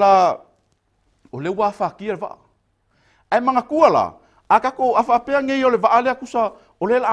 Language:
Samoan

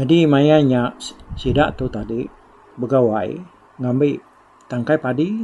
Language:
Iban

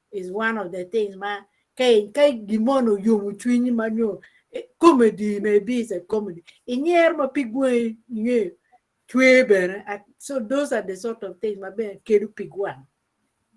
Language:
Acoli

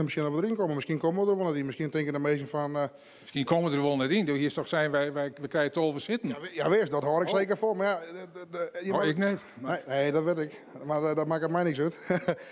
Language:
Western Frisian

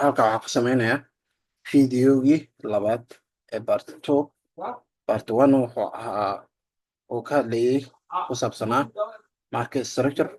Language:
Somali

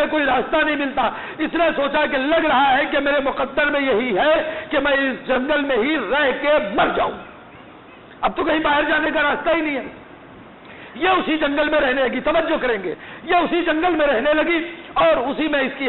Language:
Urdu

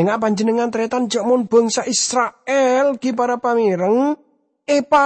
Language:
Madurese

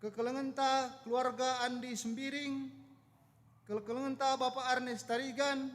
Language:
Batak Karo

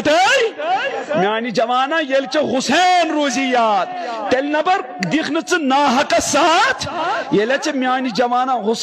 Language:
Kashmiri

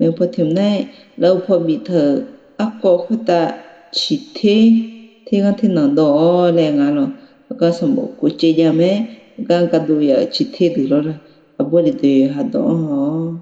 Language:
Akha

